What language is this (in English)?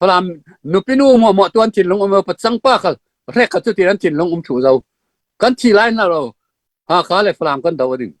Falam Chin